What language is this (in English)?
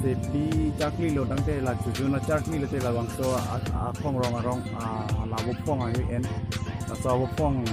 Karbi